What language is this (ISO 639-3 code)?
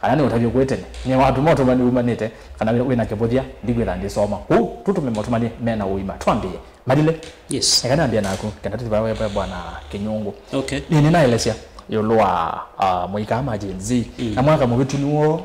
kam